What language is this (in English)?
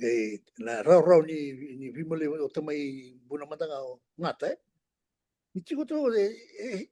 Fijian